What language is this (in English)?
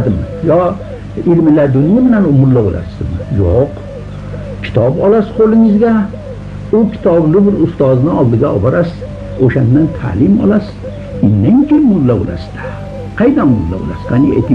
Uzbek